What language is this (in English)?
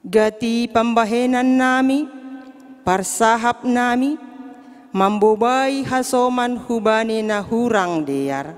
Batak Simalungun